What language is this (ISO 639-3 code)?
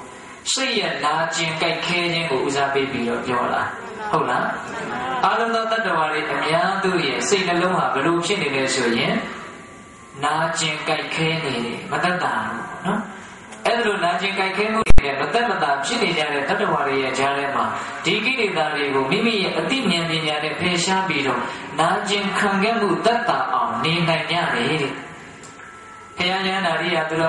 mya